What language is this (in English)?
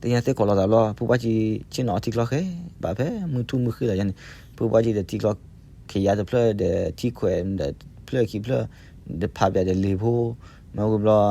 S'gaw Karen